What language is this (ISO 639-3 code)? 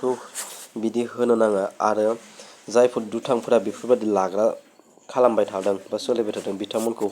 brx